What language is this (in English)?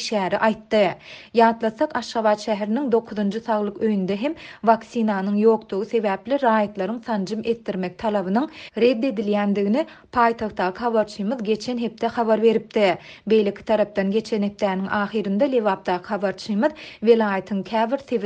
Turkmen